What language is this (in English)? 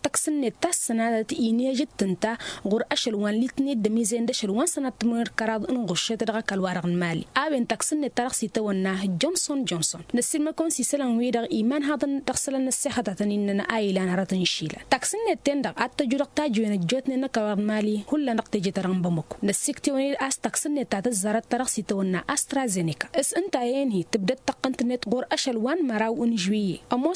Tamasheq